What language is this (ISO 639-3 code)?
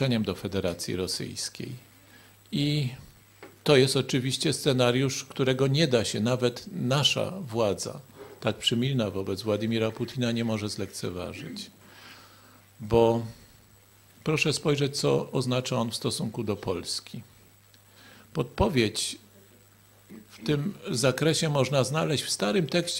pol